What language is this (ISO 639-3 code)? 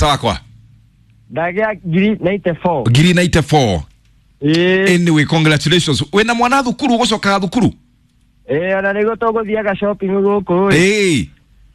kik